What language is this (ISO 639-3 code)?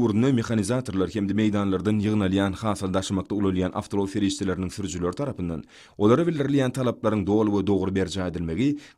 tuk